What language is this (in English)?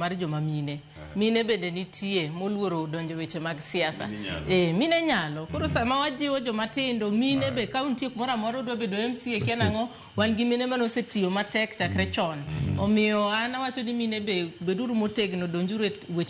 Luo (Kenya and Tanzania)